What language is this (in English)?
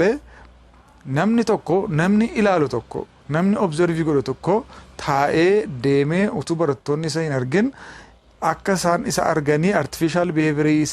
Oromo